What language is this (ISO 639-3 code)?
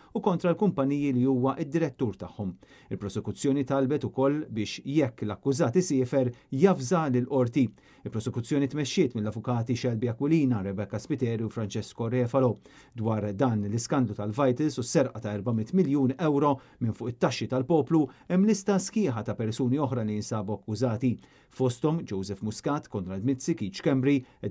mlt